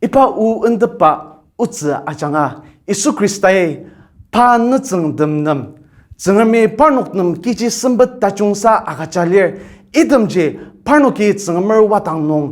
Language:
Ao Naga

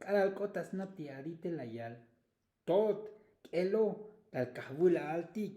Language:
Tzotzil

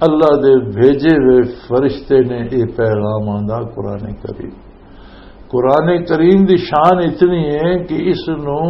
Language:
Western Panjabi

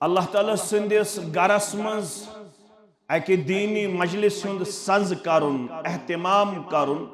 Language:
Kashmiri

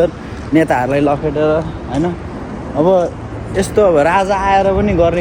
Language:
Nepali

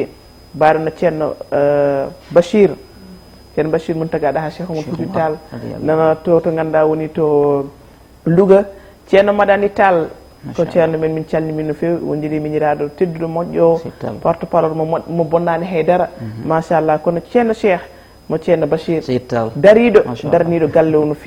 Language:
Fula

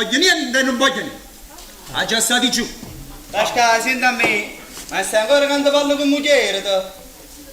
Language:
Neapolitan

